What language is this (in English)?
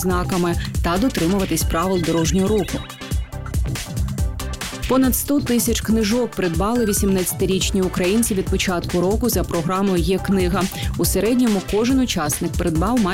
Ukrainian